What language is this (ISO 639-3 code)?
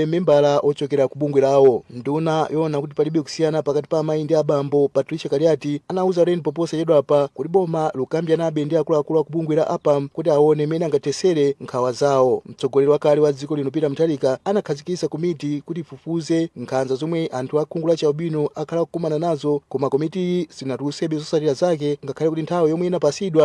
nya